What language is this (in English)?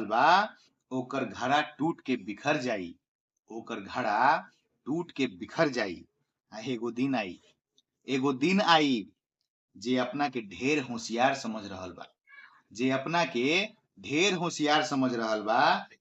Bhojpuri